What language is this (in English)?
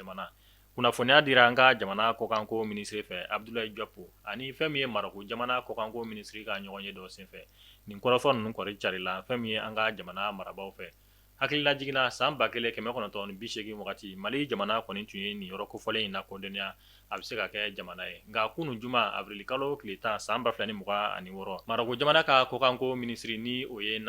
Bambara